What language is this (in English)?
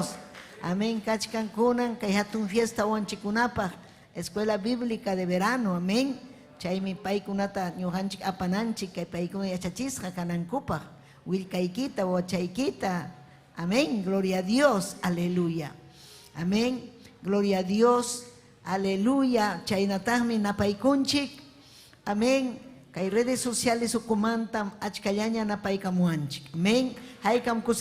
Ayacucho Quechua